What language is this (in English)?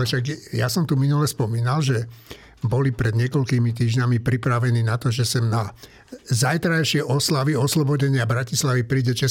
Slovak